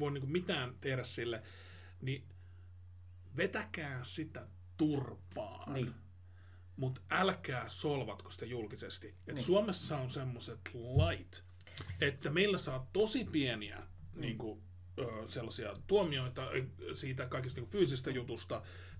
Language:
Finnish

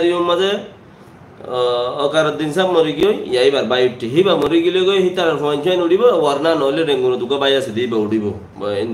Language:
Rohingya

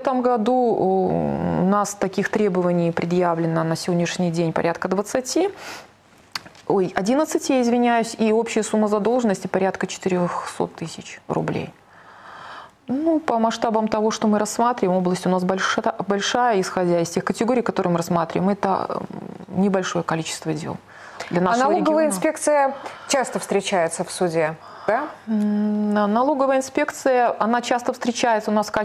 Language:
Russian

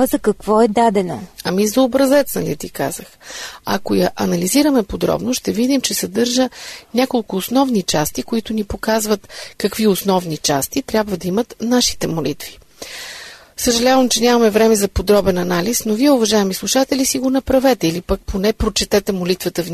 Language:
Bulgarian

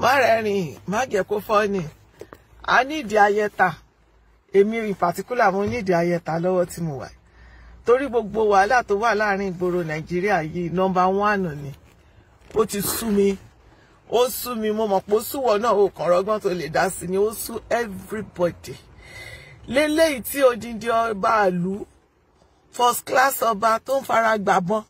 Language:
Yoruba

